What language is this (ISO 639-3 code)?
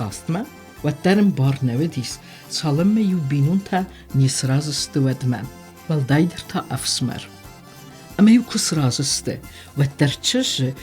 oss